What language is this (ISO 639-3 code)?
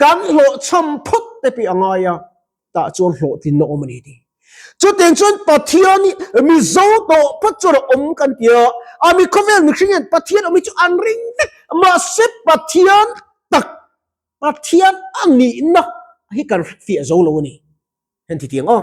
lus